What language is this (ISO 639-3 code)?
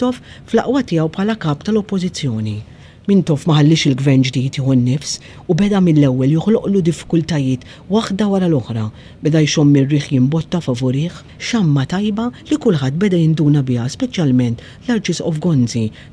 mlt